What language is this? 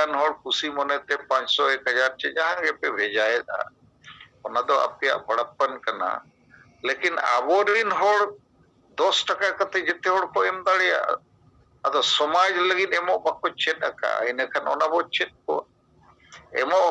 Santali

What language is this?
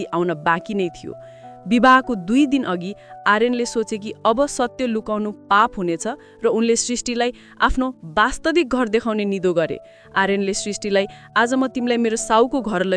Nepali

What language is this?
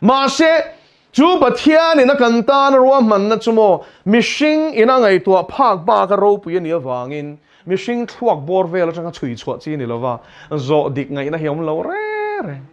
Mizo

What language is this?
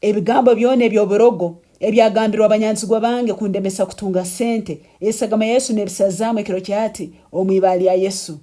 Nyankole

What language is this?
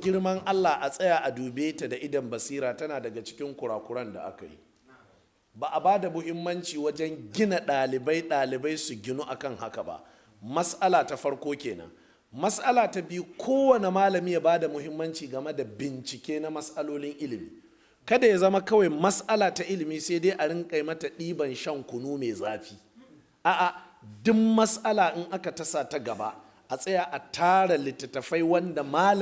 Hausa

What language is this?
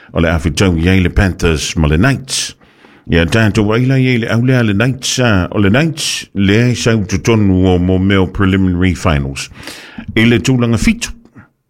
Samoan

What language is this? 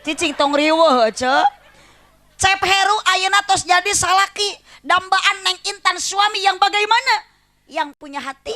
Sundanese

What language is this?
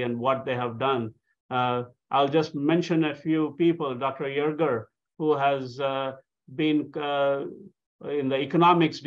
English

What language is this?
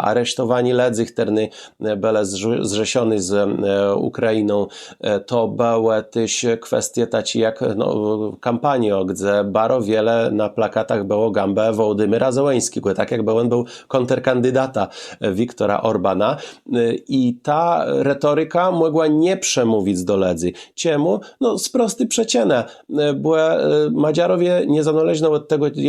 Kashubian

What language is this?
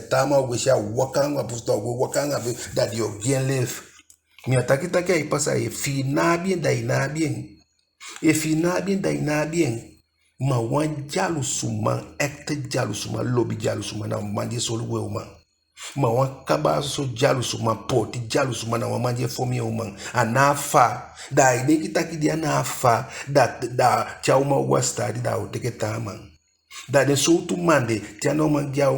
Eastern Maroon Creole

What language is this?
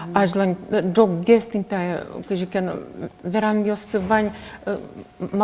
Udmurt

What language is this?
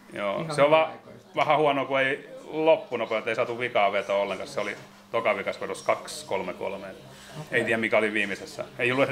Finnish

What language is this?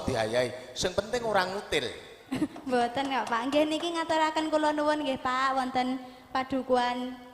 Javanese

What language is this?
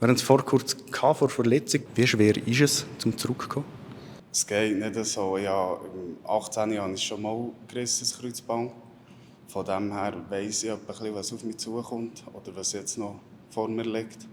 Swiss German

